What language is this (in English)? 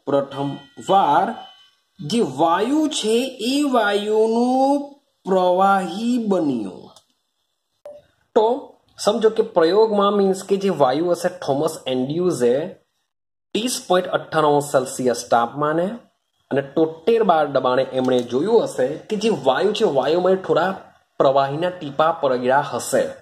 Gujarati